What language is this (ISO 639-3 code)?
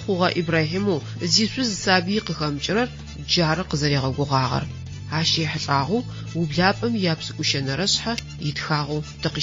ady